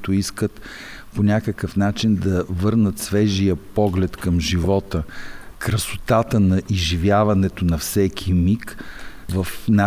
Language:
Bulgarian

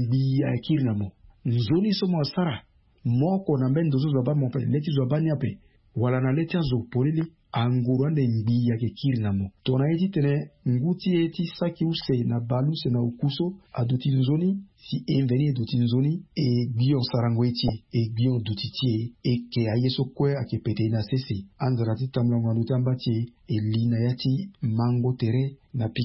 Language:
Sango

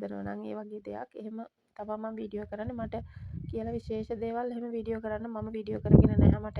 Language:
Sinhala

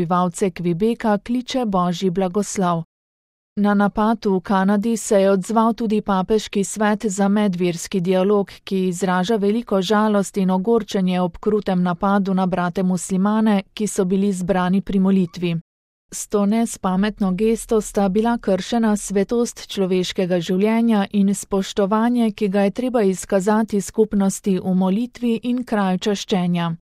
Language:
Slovenian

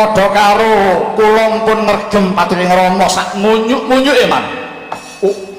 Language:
Javanese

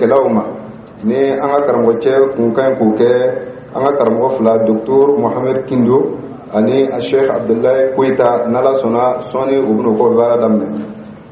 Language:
Dyula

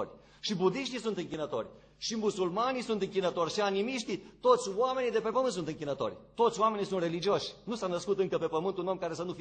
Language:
Romanian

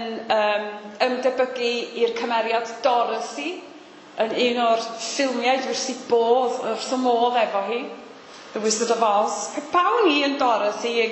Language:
Welsh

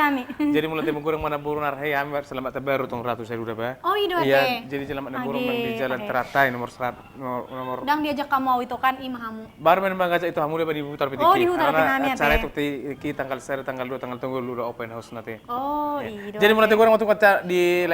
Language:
Batak Toba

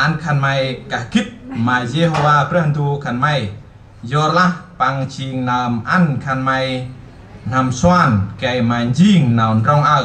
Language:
Central Mnong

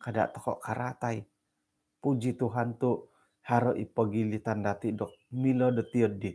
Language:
Central Dusun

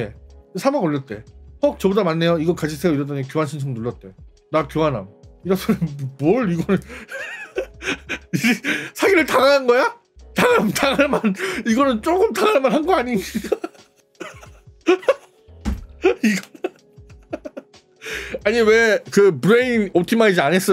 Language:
Korean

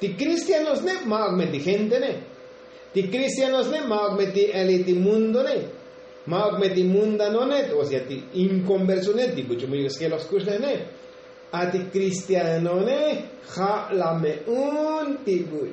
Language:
Tzotzil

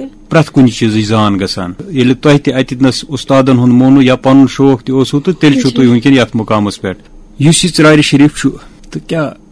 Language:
Kashmiri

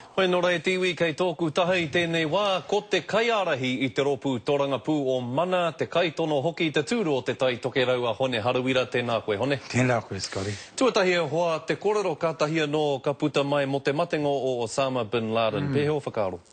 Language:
Māori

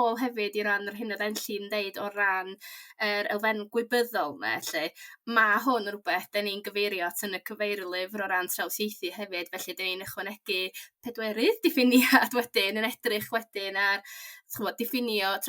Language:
Welsh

